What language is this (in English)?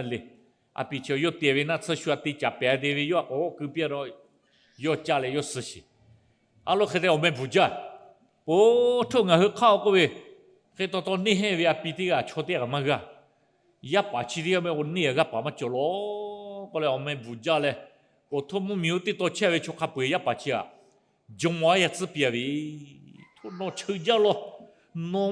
Lahu